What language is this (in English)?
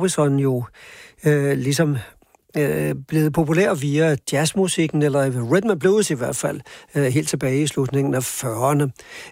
Danish